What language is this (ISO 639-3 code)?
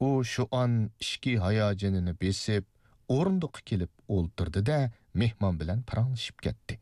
uig